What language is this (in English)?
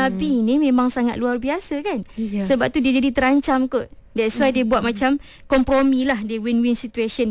Malay